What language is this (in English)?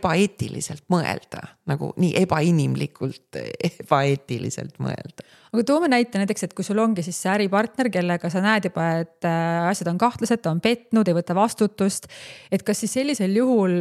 Estonian